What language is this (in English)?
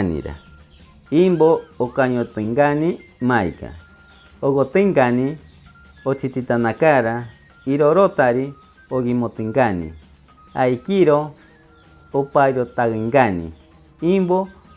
Machiguenga